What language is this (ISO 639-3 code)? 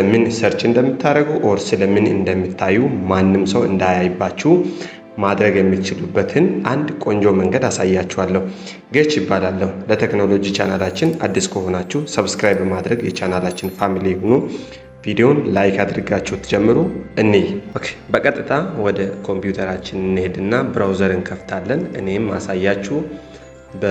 amh